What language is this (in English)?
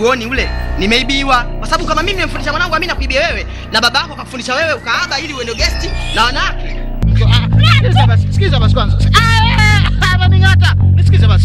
Swahili